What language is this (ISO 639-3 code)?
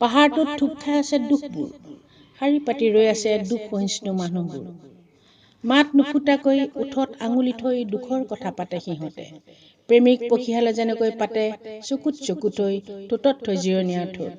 asm